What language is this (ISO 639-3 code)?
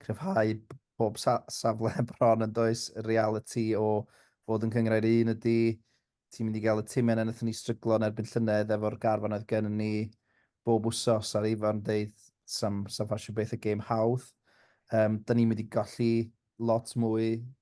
cym